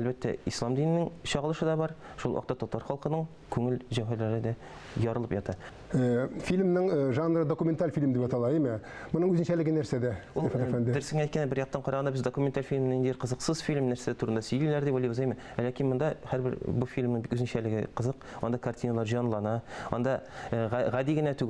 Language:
Tatar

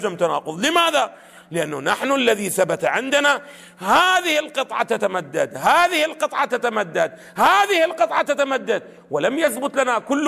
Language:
Arabic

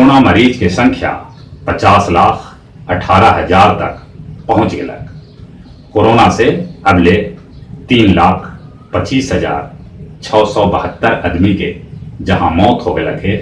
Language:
Magahi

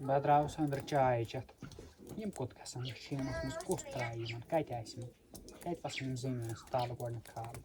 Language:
Kashmiri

